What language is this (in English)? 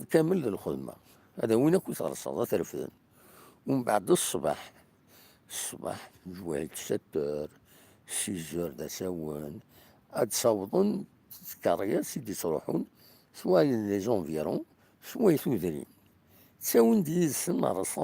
Kabyle